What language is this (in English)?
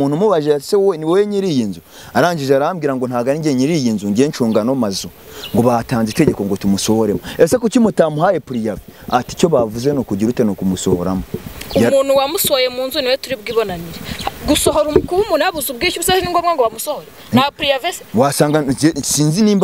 Kinyarwanda